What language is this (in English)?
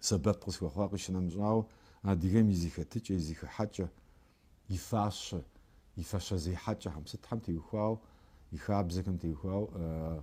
Kabardian